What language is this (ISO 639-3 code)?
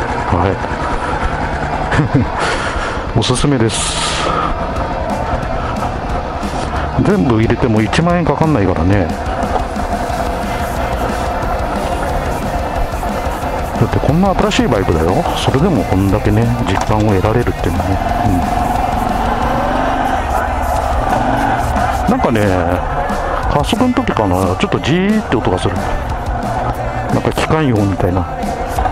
jpn